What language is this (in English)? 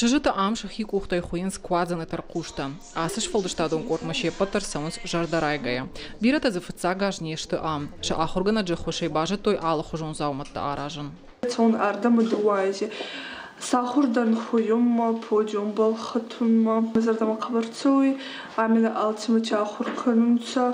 Ossetic